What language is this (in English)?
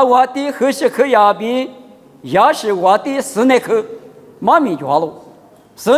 Lisu